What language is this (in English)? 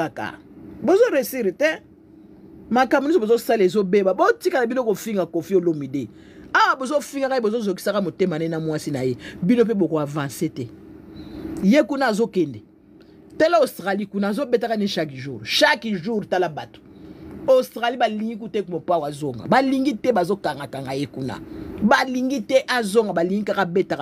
Lingala